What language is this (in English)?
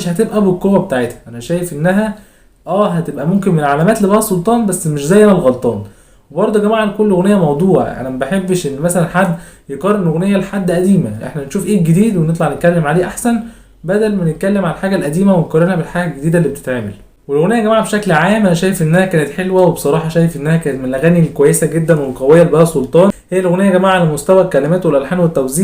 Egyptian Arabic